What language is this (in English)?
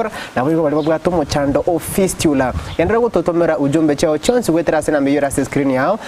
Gusii